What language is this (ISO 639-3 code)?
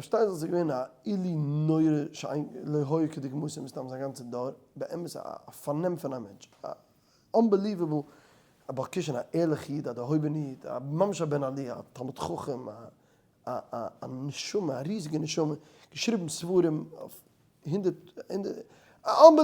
yid